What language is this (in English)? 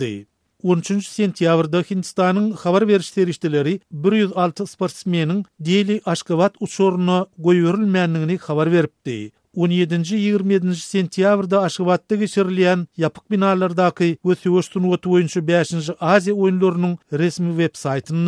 Turkmen